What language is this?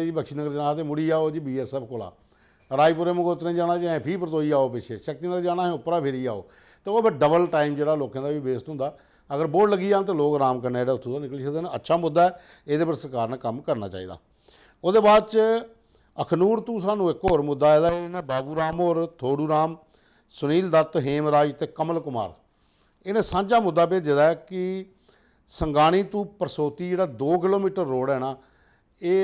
Dogri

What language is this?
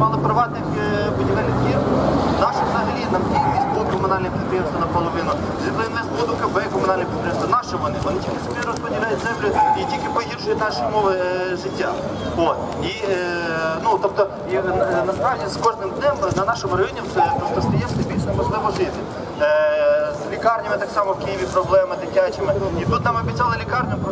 Ukrainian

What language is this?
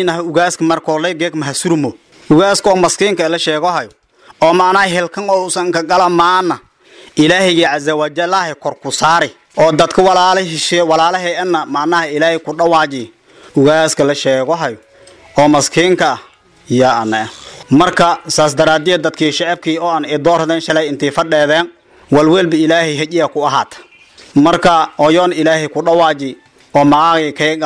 Somali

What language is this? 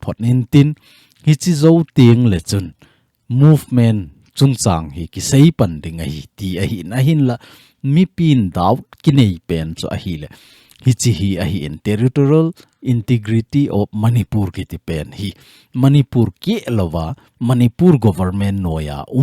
Thado Chin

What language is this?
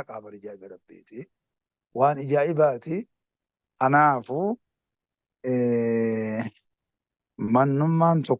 Oromo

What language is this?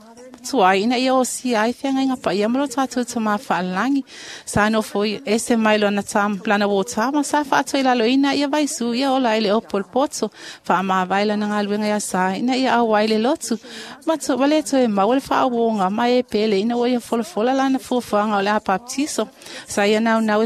Samoan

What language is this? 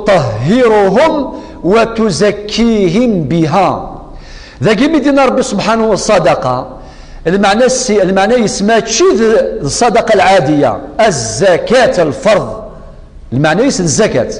Kabyle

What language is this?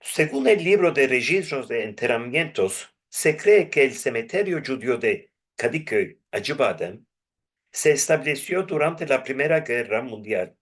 Ladino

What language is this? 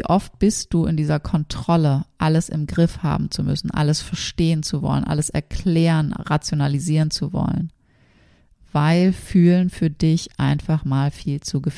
German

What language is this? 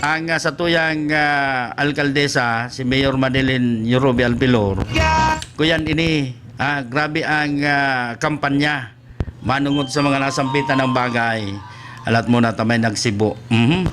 Bikol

